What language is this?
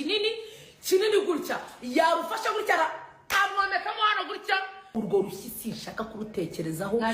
Kinyarwanda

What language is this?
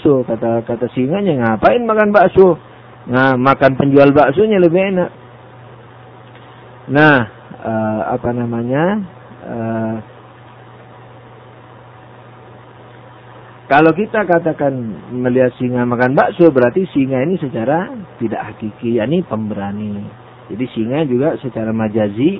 Indonesian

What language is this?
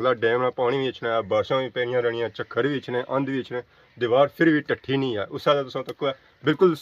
Pahari-Potwari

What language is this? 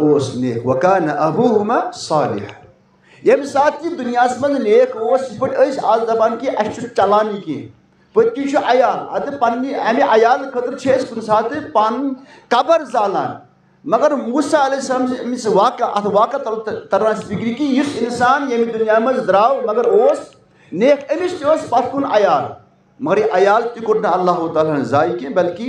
Kashmiri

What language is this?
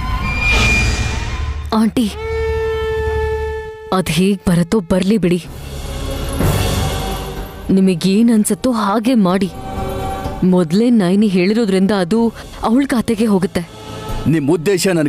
Kannada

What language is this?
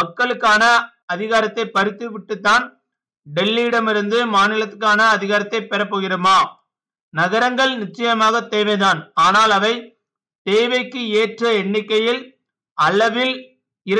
Tamil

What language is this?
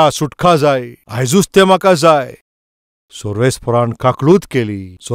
Konkani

